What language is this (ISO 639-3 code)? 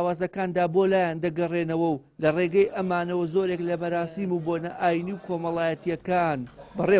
ckb